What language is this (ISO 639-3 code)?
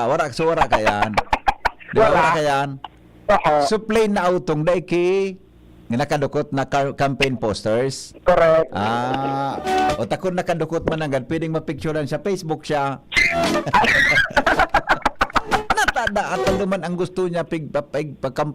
bik